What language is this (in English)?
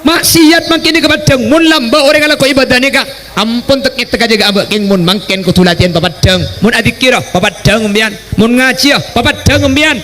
Madurese